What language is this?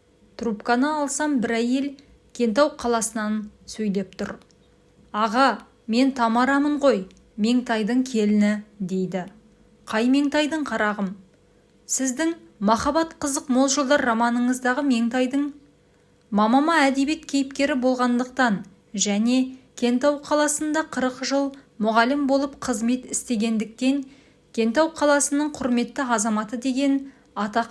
Kazakh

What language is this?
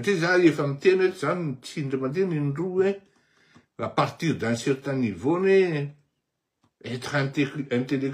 Malagasy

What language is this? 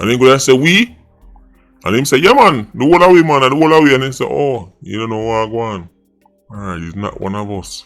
Jamaican Creole English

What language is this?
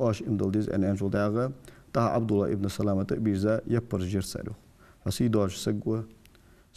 Ingush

